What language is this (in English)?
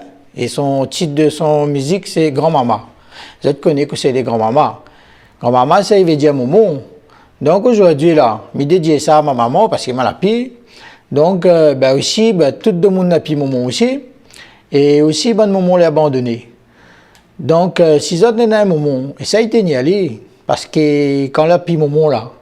Réunion Creole French